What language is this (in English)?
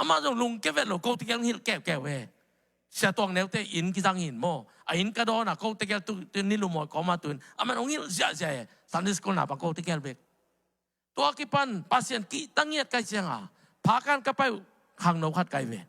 Tedim Chin